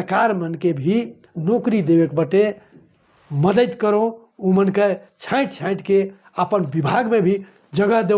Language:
Sadri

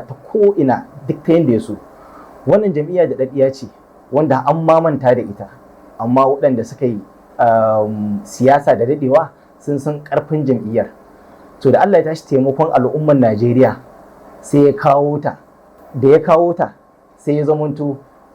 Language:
Hausa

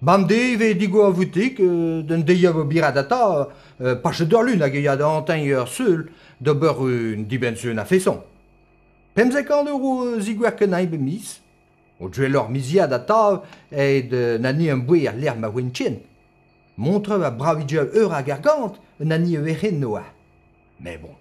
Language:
Breton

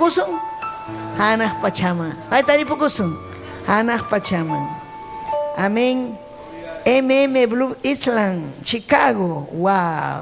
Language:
Ayacucho Quechua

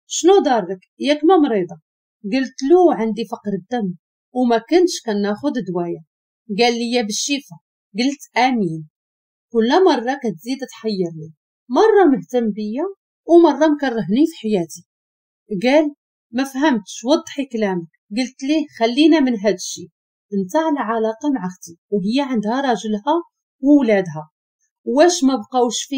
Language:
Moroccan Arabic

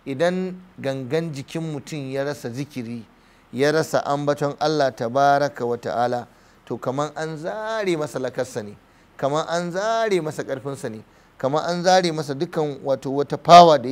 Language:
Hausa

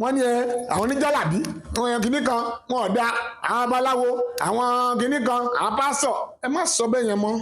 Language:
Yoruba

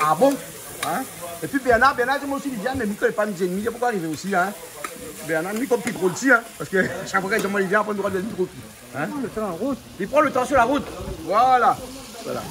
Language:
Réunion Creole French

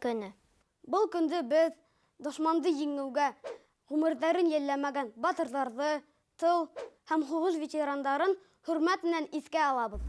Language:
Bashkir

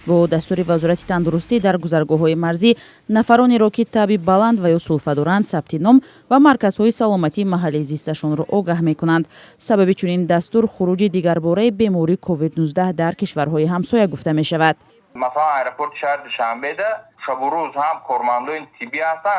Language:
Tajik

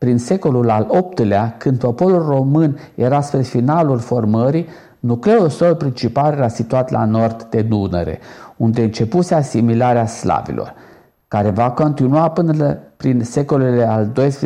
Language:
Romanian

